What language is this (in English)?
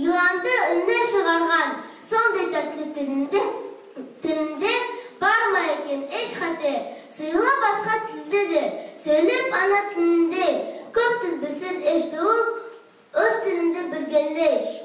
Nogai